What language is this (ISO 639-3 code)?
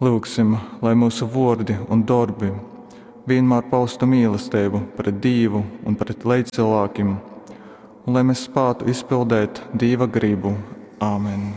ltg